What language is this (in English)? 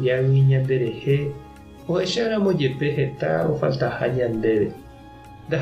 Guarani